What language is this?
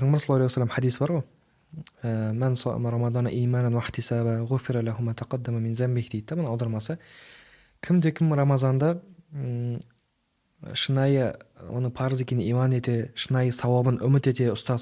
Kazakh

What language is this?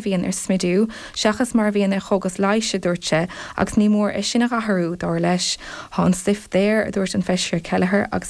Irish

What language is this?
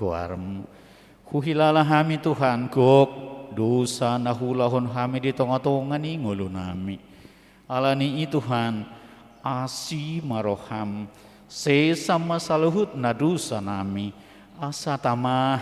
Batak Toba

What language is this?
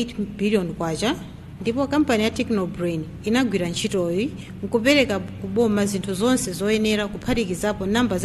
Nyanja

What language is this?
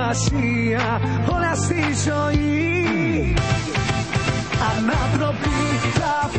Greek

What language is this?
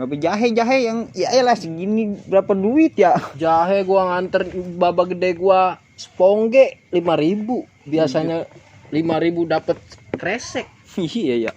Betawi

